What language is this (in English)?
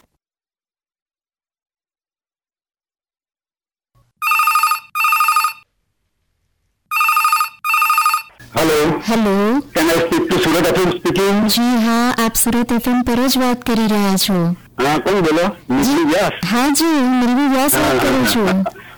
Gujarati